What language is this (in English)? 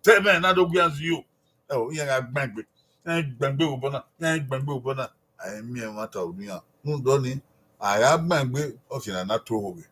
Bini